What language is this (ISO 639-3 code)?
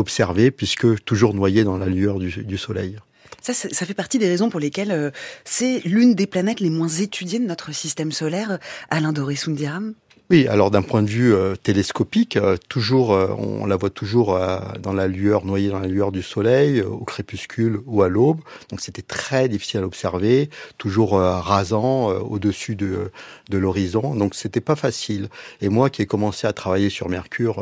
fra